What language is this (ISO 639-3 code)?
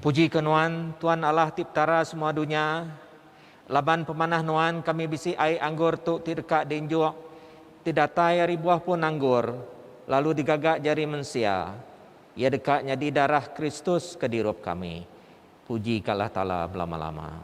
iba